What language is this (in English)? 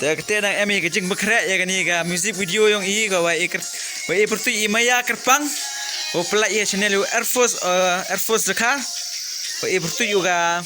Khasi